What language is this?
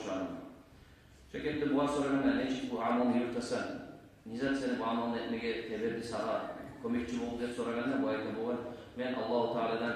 Kumyk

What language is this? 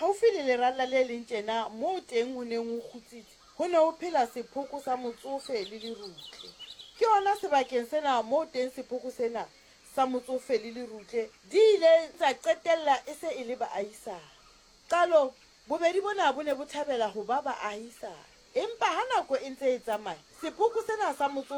Southern Sotho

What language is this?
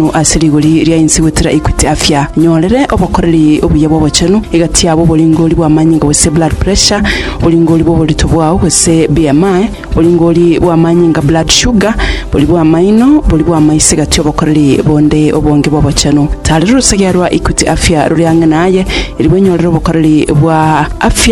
Gusii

